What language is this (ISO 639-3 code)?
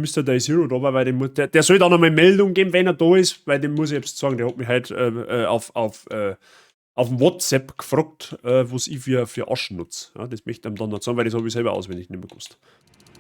bar